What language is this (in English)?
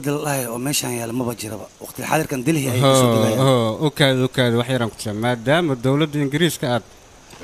Somali